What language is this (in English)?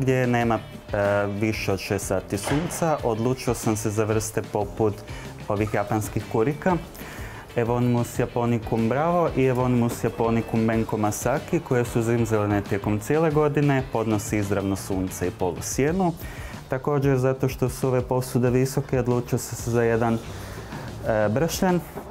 Croatian